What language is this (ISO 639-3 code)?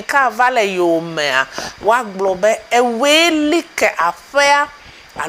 ewe